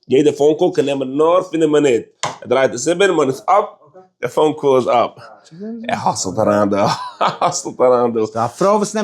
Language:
Yiddish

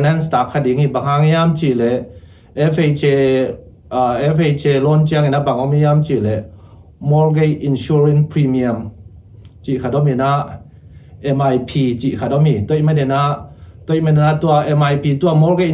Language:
Tedim Chin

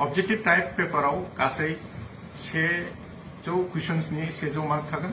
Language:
Bodo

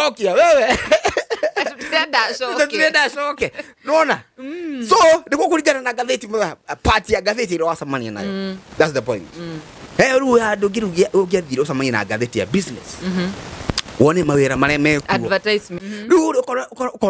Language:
Kikuyu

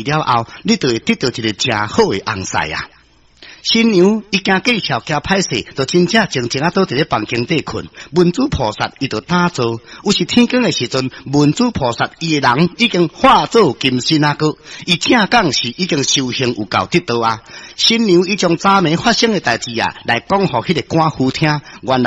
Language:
Min Nan Chinese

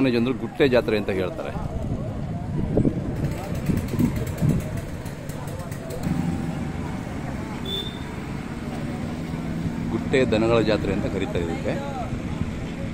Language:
Kannada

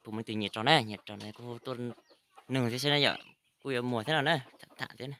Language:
Hmong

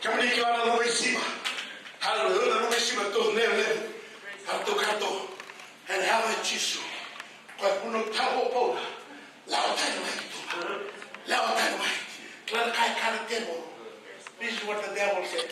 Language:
Fijian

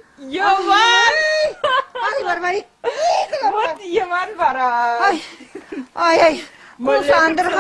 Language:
Chuvash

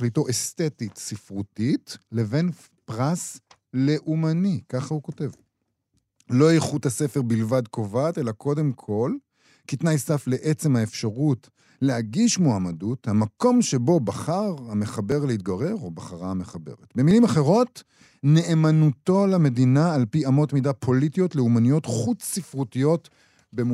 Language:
Hebrew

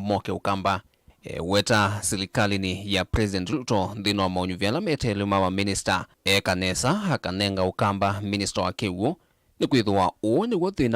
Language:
Kamba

